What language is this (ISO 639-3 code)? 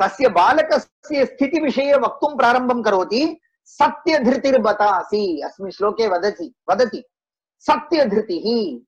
san